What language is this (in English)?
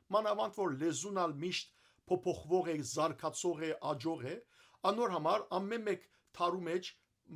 Western Armenian